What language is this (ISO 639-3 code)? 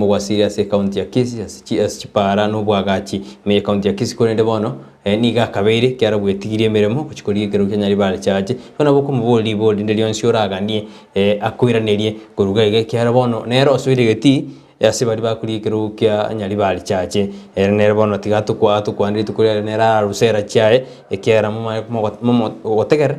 guz